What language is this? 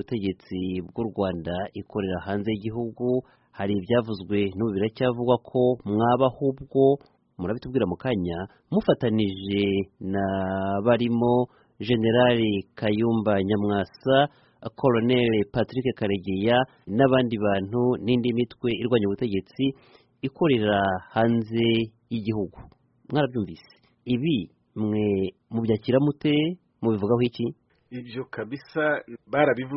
Kinyarwanda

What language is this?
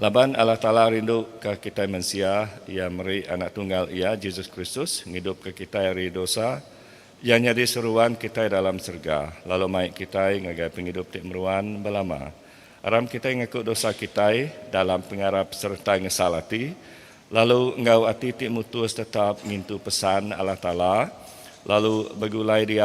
Iban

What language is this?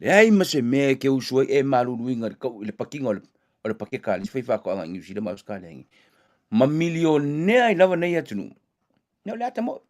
Samoan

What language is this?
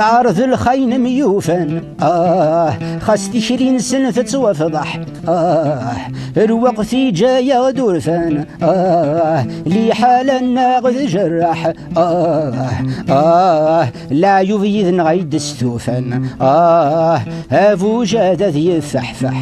Kabyle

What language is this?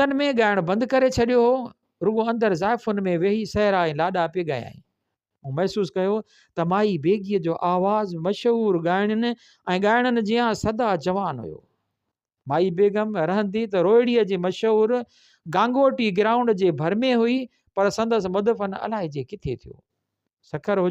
Sindhi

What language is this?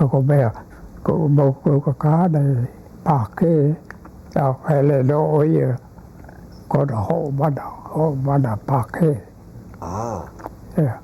Hawaiian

